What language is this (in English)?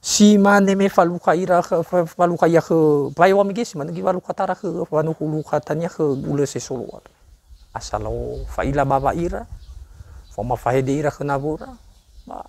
Nias